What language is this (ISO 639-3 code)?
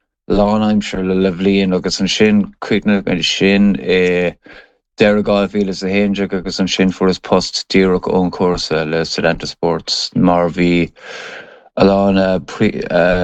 gle